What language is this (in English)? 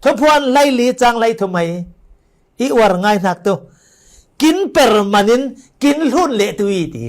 Falam Chin